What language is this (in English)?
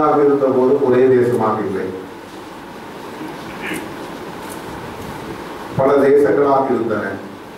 Tamil